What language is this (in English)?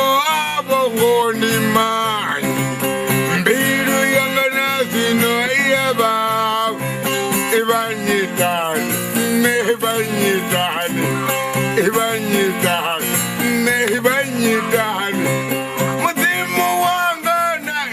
Venda